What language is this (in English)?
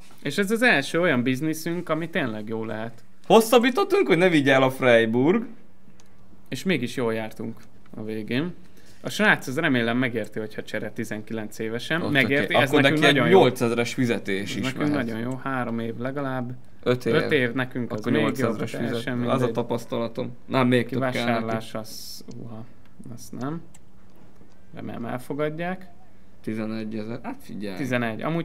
Hungarian